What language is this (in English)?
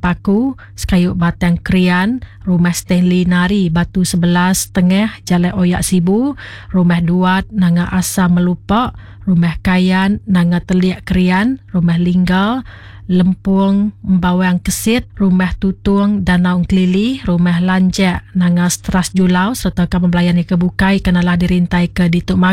Iban